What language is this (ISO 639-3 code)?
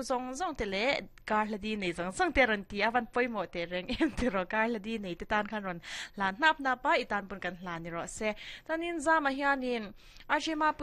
lus